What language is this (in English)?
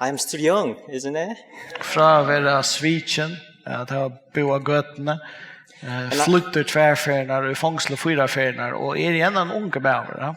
Faroese